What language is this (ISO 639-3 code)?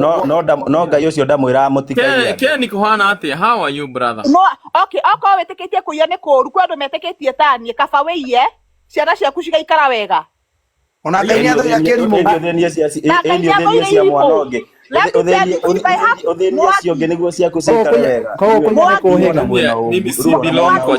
kik